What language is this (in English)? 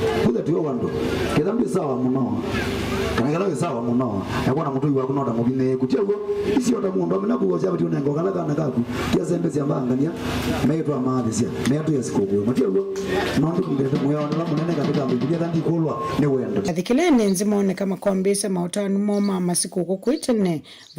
Kamba